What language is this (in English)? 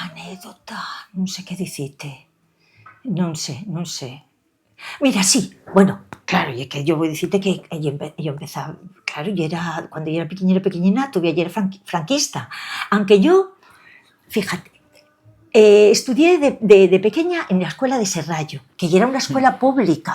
Asturian